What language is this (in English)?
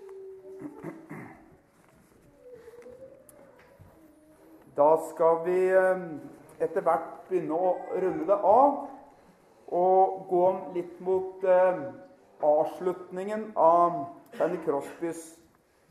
Norwegian